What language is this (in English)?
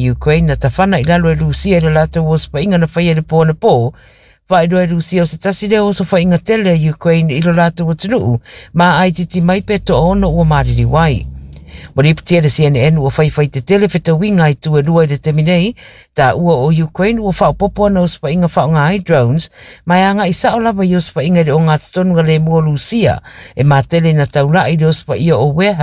Samoan